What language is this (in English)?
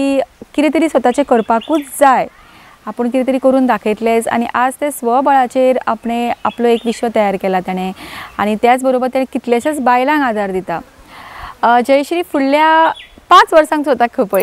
Konkani